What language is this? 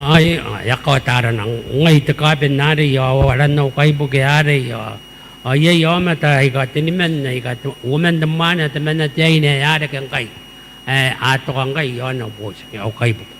Gilbertese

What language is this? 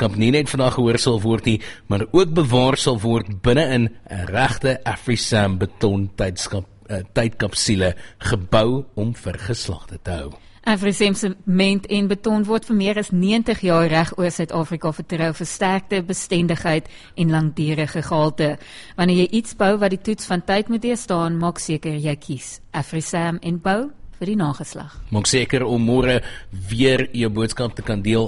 Afrikaans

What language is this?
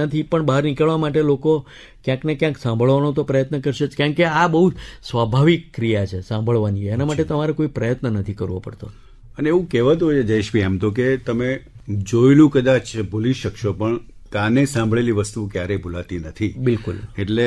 Gujarati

